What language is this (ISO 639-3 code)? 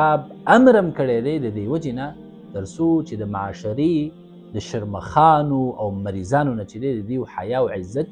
pus